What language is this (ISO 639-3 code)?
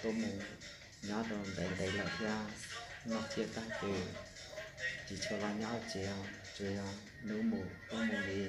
hmn